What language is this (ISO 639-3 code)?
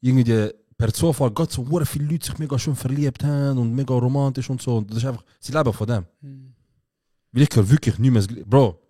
gsw